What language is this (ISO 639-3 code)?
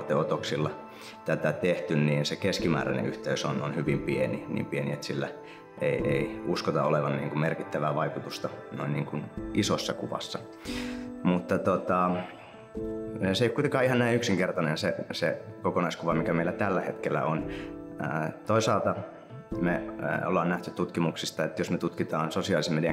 fin